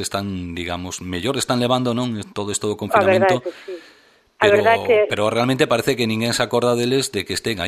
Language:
Galician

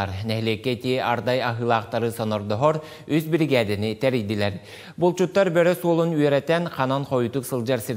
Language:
Yakut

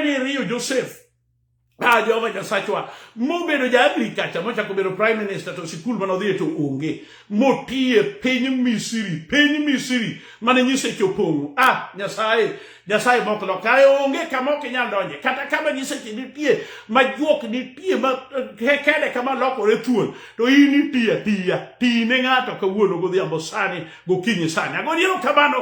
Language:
Luo (Kenya and Tanzania)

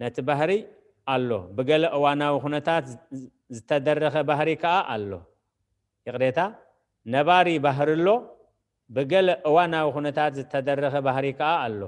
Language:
Tigrinya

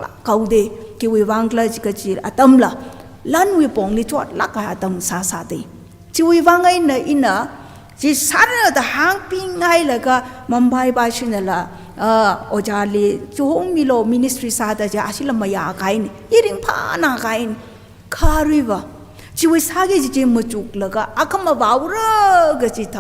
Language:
Tangkhul Naga (India)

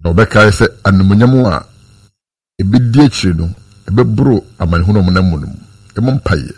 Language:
Akan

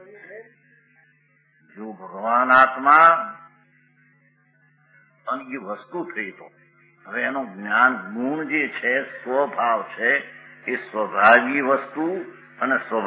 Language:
Gujarati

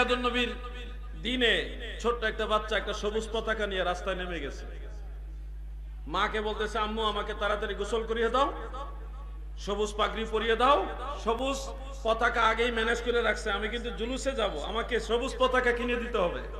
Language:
Bangla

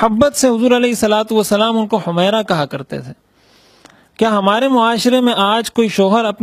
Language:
Urdu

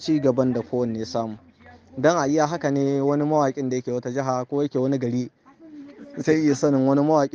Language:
Hausa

